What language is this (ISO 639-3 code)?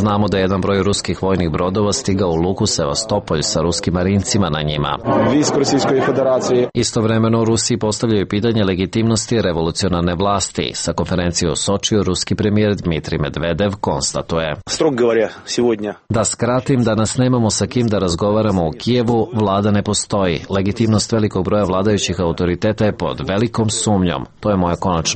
srp